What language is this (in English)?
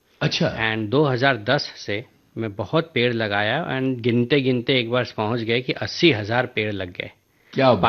Hindi